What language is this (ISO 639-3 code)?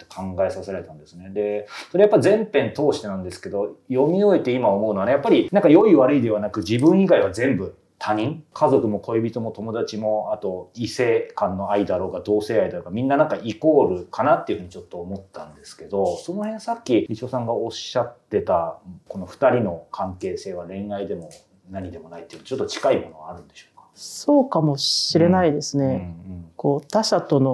jpn